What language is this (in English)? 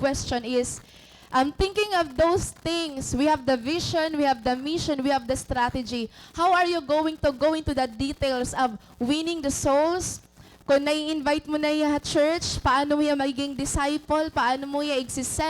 Waray